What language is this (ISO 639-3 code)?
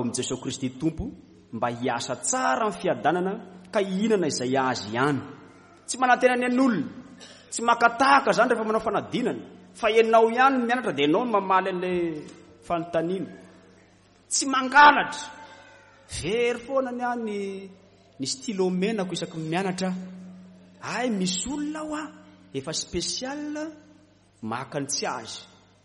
mlg